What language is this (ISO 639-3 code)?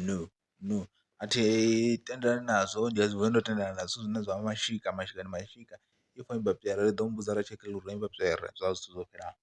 ven